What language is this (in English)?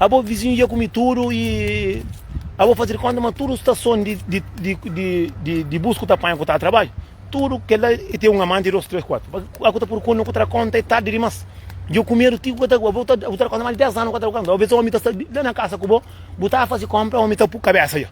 Kabuverdianu